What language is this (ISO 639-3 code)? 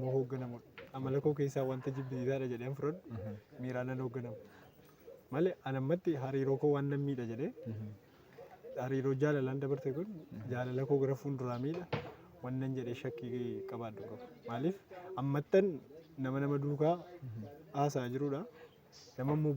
orm